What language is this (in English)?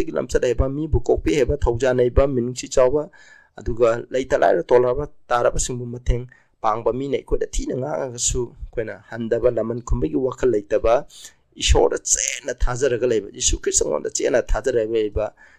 Manipuri